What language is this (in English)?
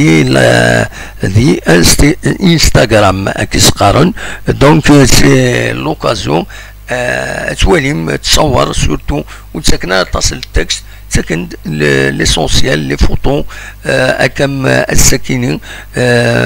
Kabyle